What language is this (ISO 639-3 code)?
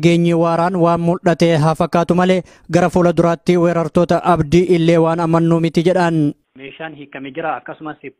orm